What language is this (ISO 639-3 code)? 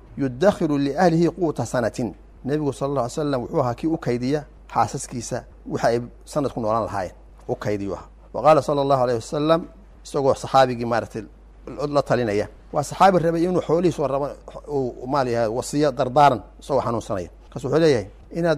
som